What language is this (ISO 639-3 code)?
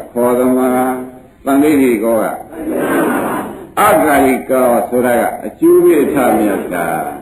mya